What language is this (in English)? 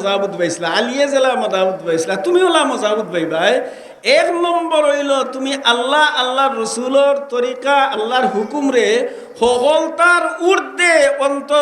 Sylheti